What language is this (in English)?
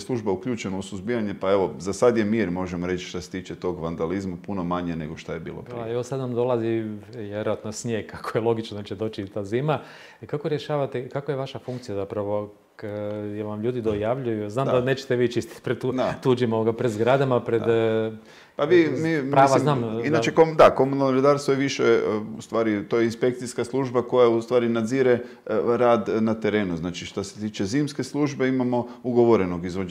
Croatian